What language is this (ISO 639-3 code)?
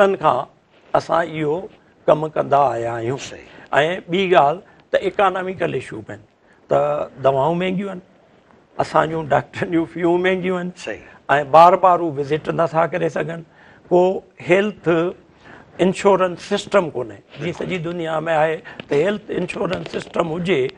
snd